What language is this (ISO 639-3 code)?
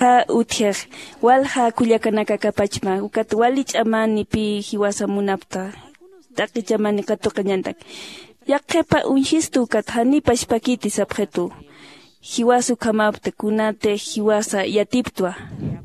aym